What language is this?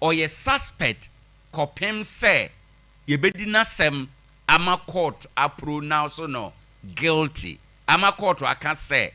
Akan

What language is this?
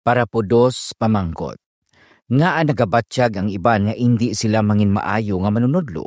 Hiligaynon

